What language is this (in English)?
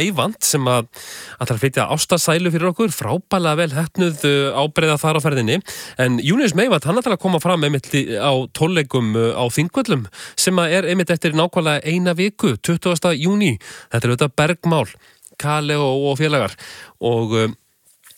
Icelandic